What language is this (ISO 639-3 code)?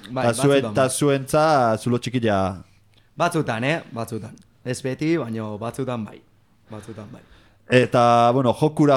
eus